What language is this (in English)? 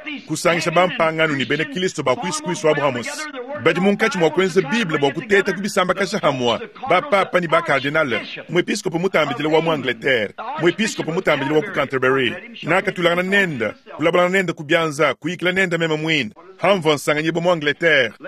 Luba-Lulua